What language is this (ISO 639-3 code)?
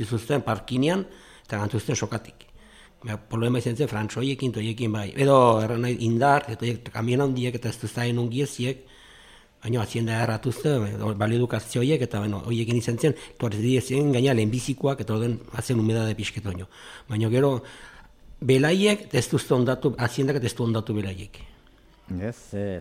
eus